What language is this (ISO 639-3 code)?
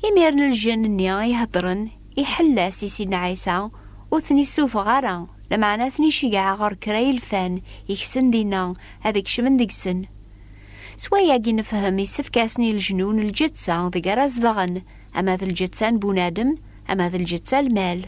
kab